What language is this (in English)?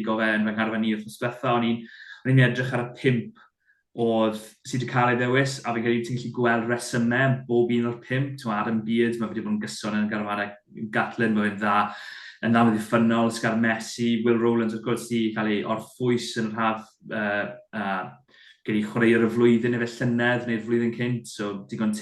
Welsh